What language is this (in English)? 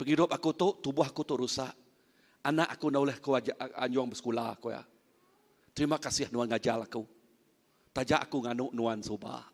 Iban